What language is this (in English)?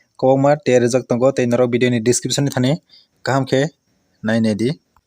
Kok Borok